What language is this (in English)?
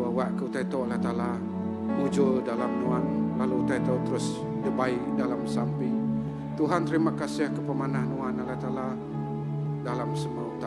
Iban